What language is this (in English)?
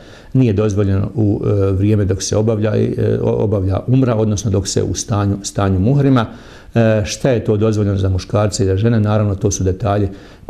Bosnian